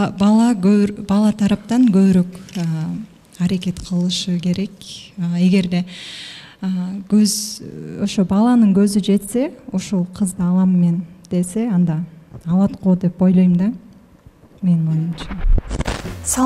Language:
Kyrgyz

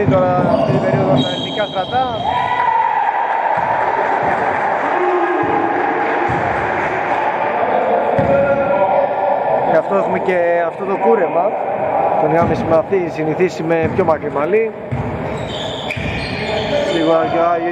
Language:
Greek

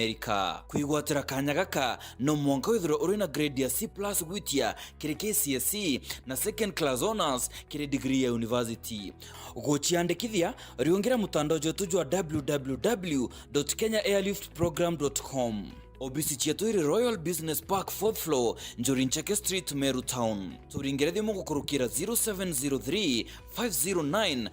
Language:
Meru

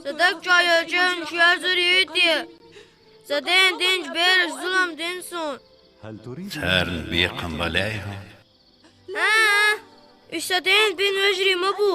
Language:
Chechen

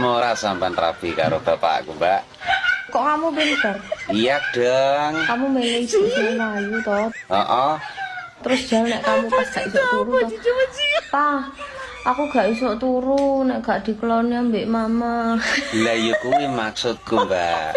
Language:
Javanese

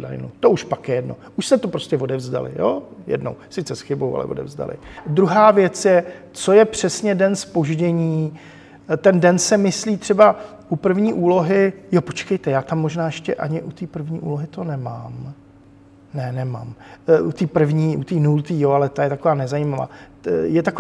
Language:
Czech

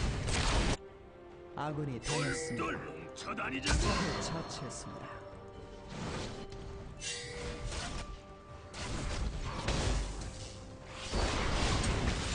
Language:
Korean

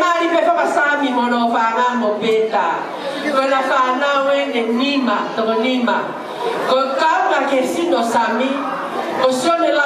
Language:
Tongan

